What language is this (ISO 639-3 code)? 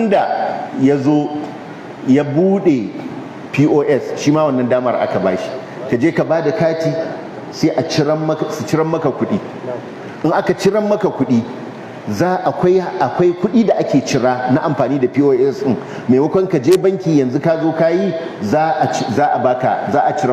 hau